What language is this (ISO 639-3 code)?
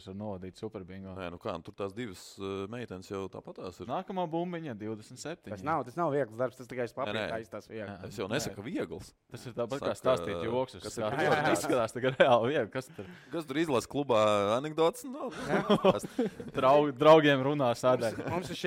lav